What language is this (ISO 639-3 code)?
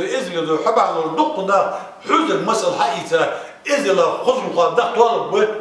inh